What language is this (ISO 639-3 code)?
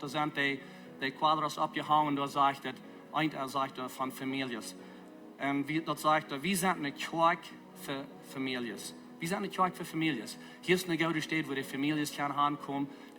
pdt